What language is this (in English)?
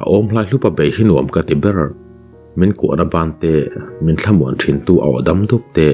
Mizo